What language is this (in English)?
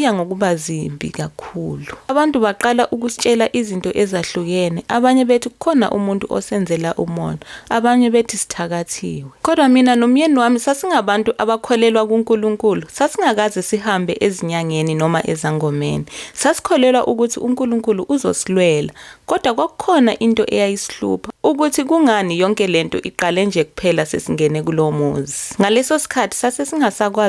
Zulu